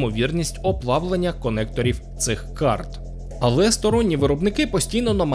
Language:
Ukrainian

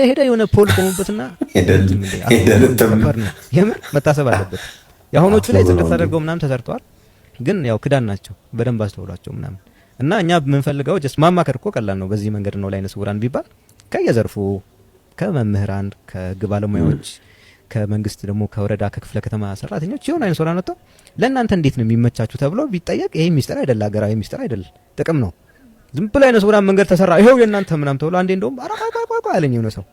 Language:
Amharic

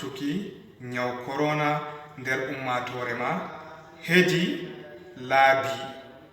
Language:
Fula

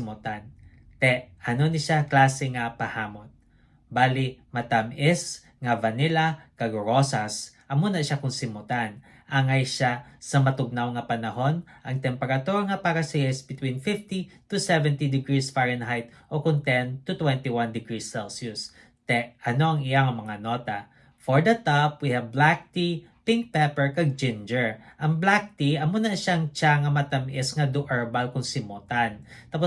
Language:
Hiligaynon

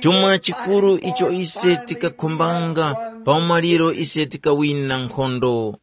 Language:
Tumbuka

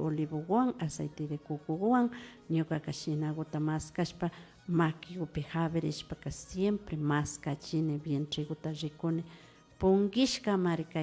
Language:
Imbabura Highland Quichua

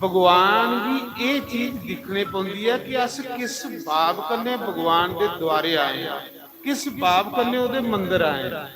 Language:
Dogri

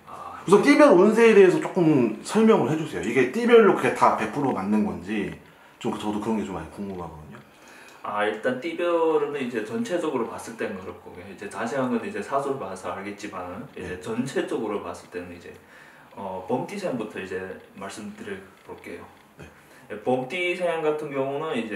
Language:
Korean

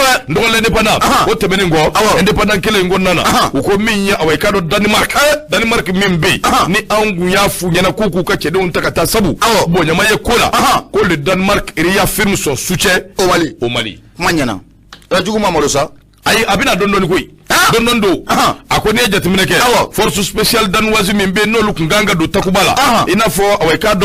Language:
Bambara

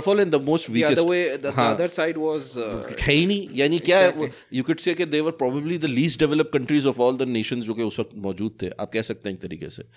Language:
Hindi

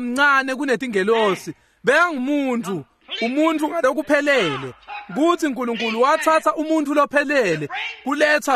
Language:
Swati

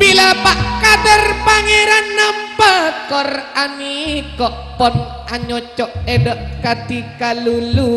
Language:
Madurese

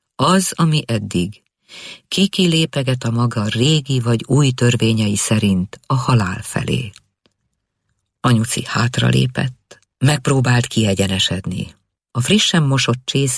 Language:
Hungarian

